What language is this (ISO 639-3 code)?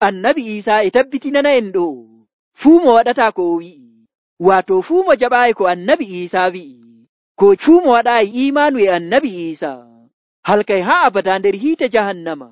fuv